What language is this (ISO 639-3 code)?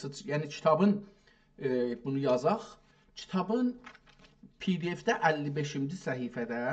azb